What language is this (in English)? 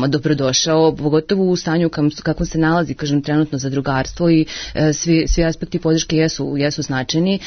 Serbian